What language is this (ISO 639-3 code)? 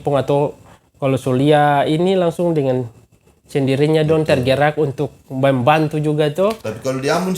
abs